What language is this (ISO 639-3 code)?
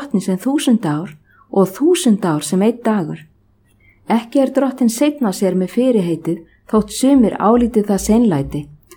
isl